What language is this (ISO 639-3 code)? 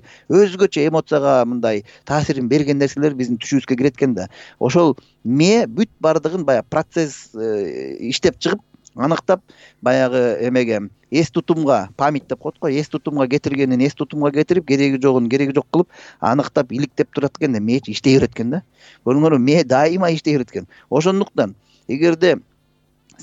kir